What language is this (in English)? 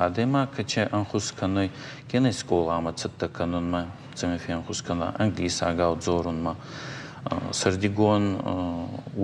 Ossetic